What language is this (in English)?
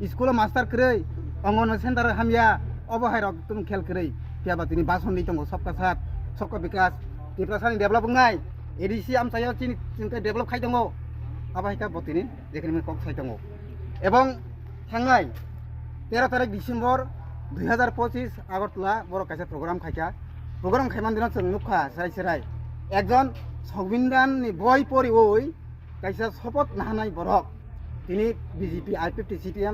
Kok Borok